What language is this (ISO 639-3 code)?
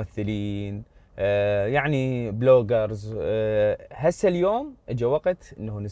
acm